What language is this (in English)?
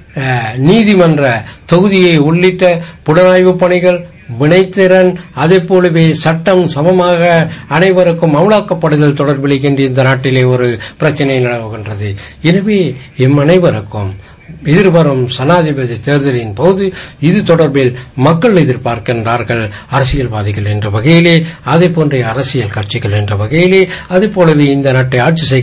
Tamil